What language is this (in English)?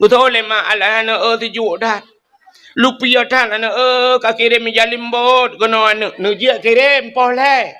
Achinese